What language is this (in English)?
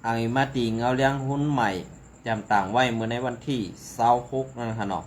Shan